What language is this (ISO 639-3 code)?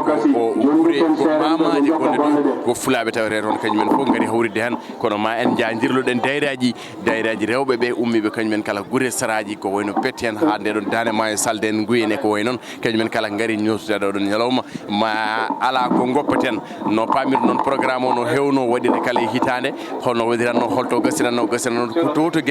ful